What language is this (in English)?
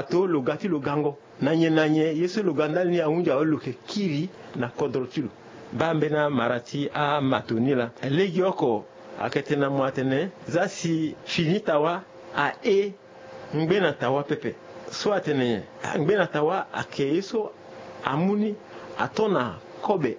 Sango